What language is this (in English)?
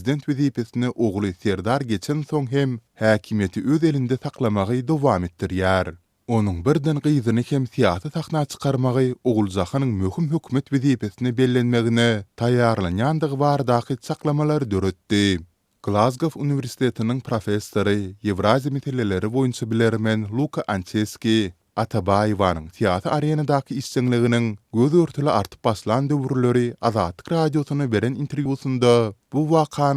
Turkmen